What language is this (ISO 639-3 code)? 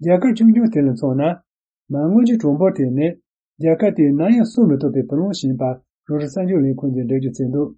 bod